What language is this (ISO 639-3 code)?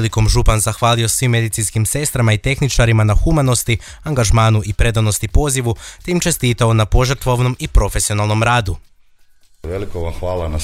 hrv